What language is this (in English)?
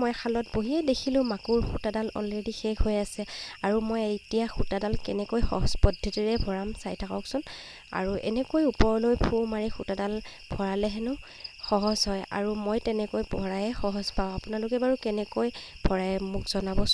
Assamese